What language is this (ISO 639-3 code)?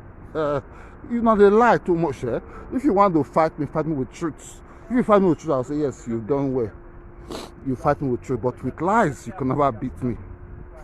pcm